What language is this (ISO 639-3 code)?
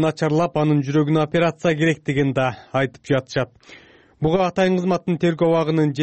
kir